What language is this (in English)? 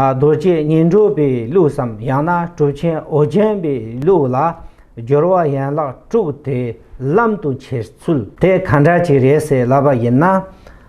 Tibetan